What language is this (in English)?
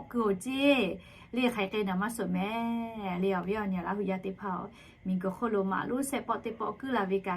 Lahu